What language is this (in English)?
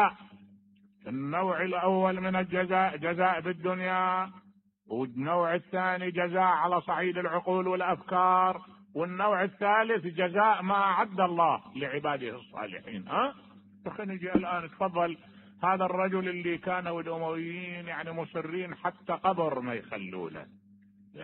Mesopotamian Arabic